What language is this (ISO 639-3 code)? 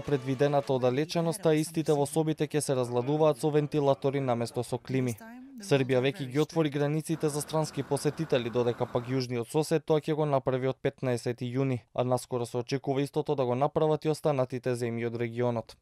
mkd